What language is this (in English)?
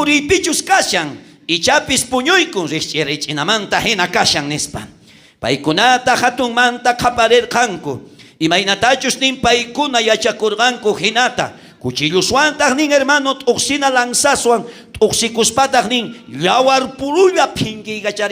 South Bolivian Quechua